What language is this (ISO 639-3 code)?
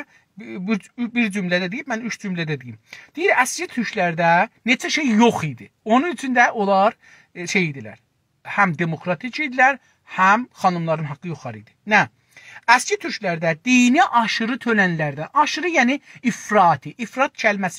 azb